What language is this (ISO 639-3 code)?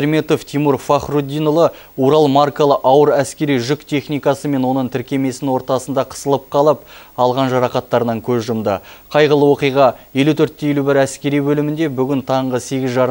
kaz